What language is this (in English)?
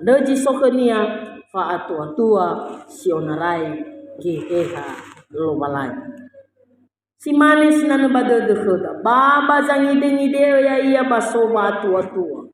Nias